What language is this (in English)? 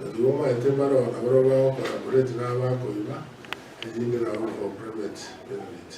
Gusii